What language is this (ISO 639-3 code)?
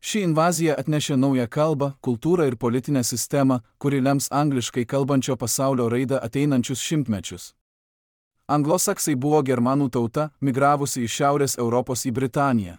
lit